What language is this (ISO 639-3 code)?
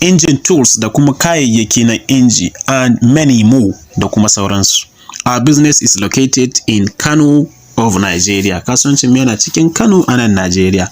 hau